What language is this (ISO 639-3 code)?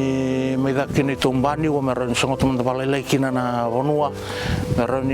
fij